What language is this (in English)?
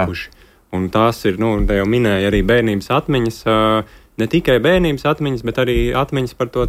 Latvian